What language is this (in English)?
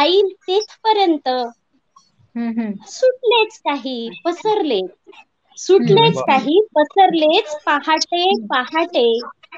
Marathi